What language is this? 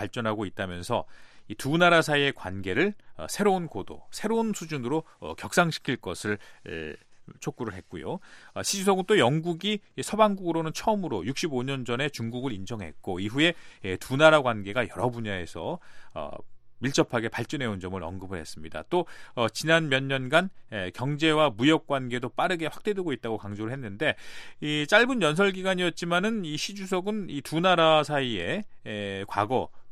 Korean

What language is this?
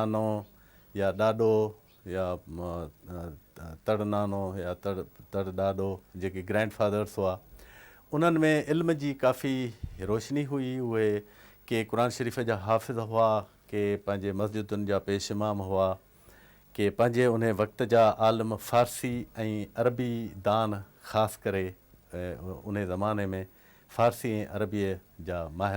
Sindhi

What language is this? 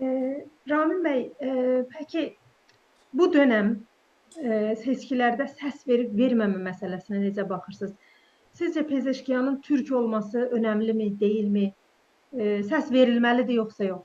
South Azerbaijani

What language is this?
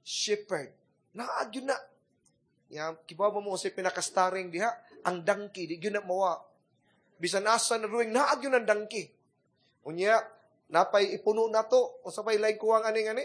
Cebuano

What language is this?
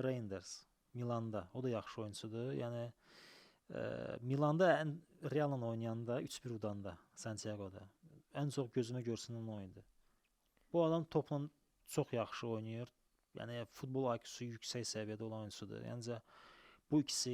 Azerbaijani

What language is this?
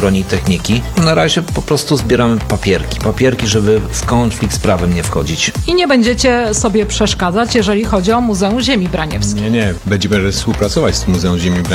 Polish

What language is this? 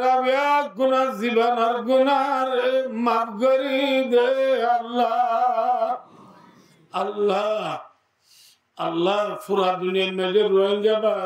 Rohingya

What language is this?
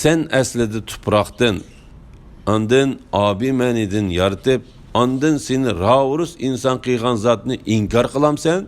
Uyghur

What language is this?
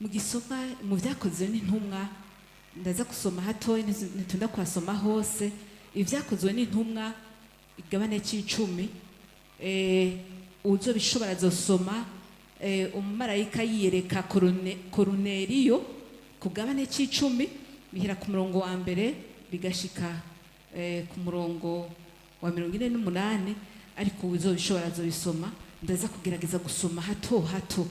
Rundi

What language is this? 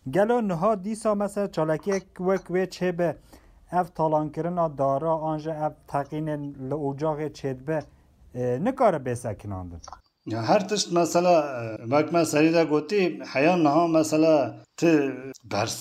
Kurdish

